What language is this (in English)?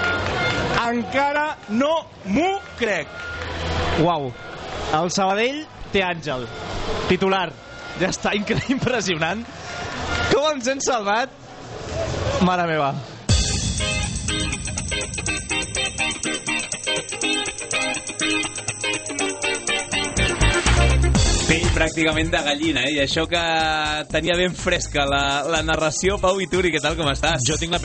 Catalan